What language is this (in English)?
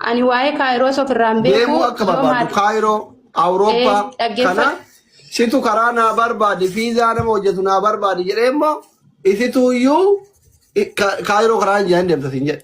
Oromo